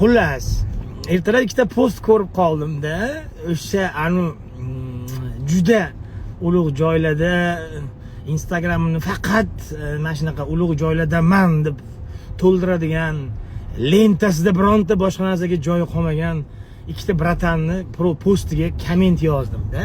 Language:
Uzbek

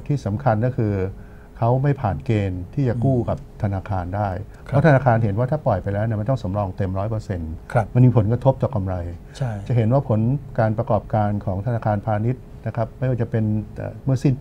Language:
Thai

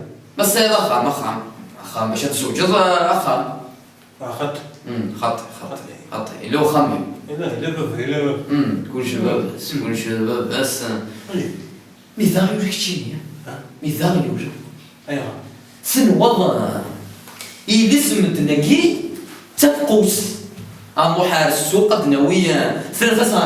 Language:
Kabyle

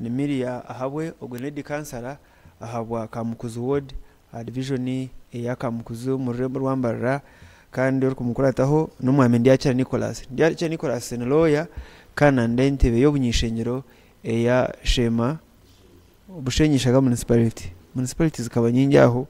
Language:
Nyankole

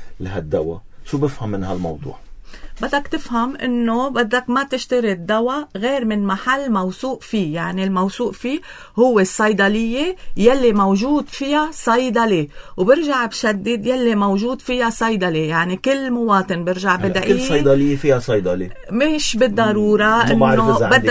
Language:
North Levantine Arabic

